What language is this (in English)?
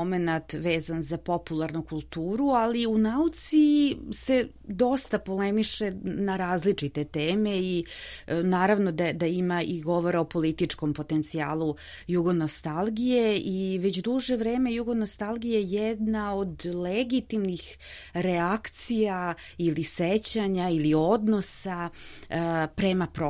Serbian